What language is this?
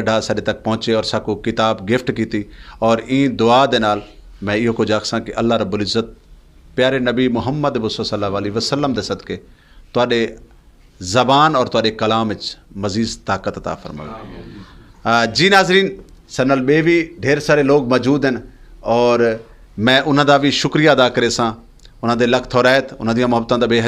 Saraiki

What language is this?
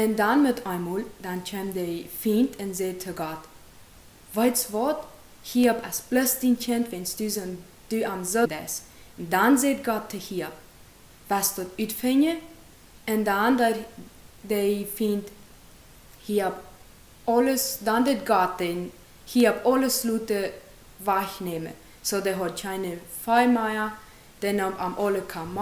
Plautdietsch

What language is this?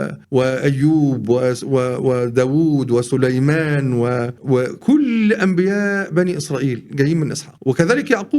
Egyptian Arabic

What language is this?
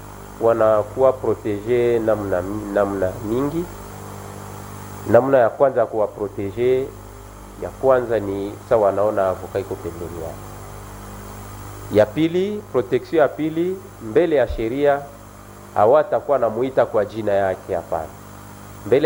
Swahili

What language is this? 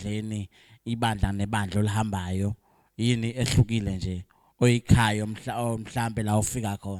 Zulu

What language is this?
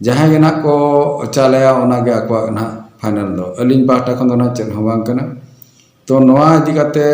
Santali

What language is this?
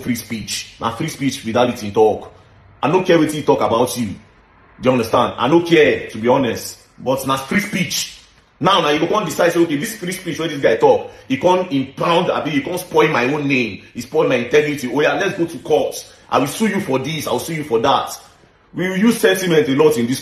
Nigerian Pidgin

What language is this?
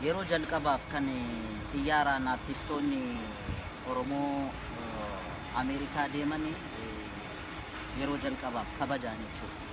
Oromo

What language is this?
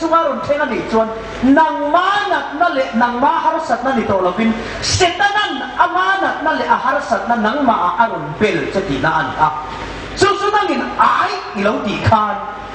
Hmar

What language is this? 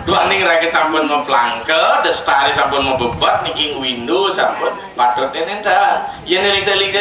Balinese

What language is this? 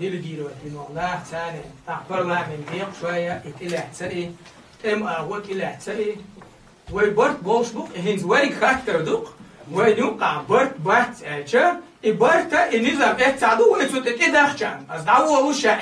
Chechen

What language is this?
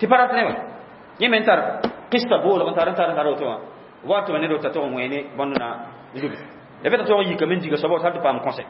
Mossi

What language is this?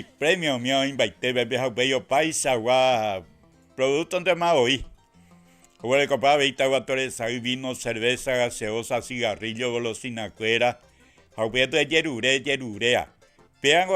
Guarani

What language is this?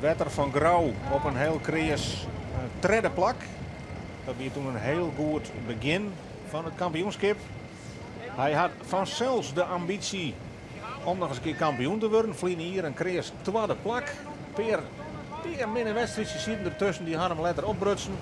Western Frisian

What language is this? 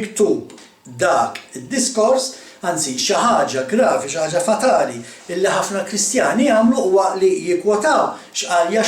Maltese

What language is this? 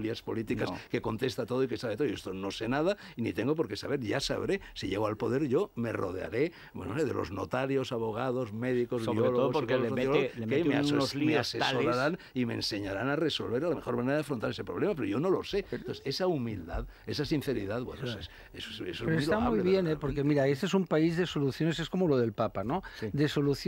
Spanish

